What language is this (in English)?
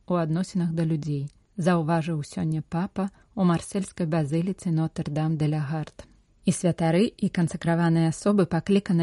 Belarusian